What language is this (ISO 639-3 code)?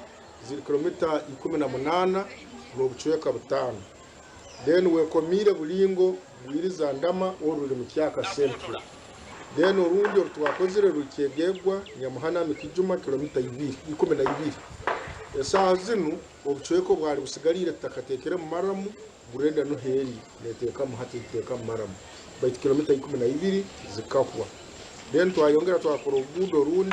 nyn